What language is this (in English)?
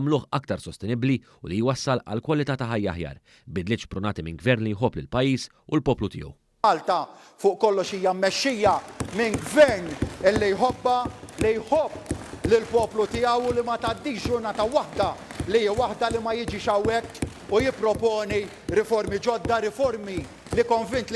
Maltese